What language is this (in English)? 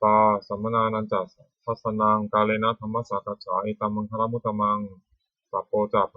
Pali